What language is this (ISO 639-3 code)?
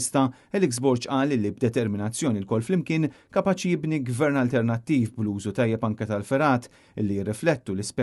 mlt